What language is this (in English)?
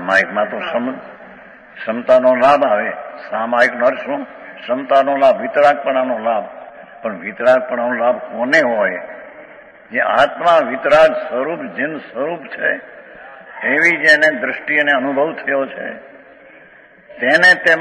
Gujarati